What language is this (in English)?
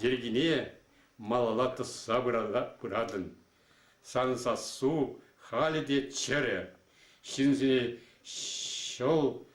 Chuvash